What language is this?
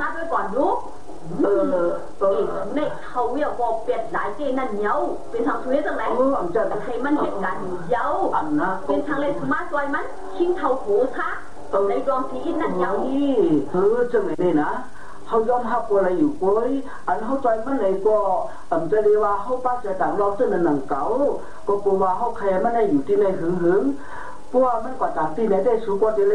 Shan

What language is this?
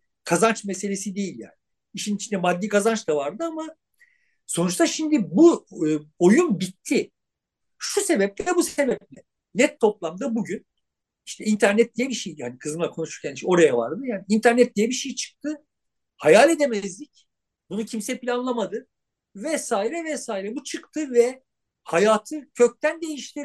Turkish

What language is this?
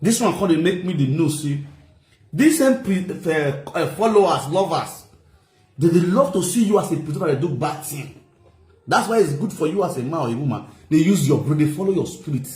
Nigerian Pidgin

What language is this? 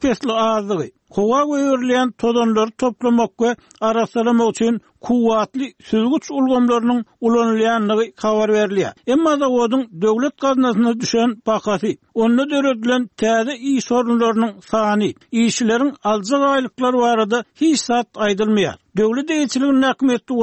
Turkmen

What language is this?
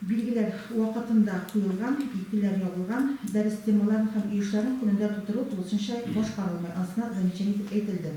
Tatar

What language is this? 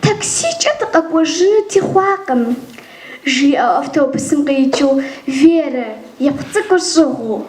Kabardian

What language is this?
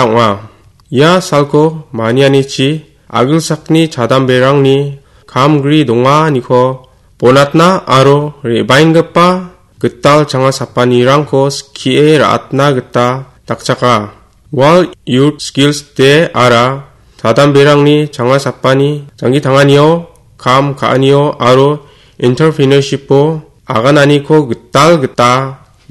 Garo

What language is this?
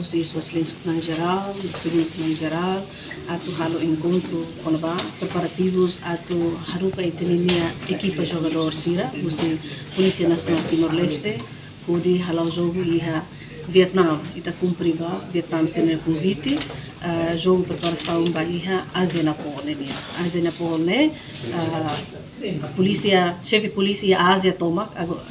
Tetum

